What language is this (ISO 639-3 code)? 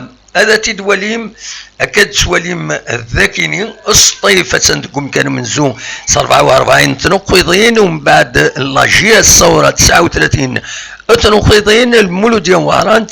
kab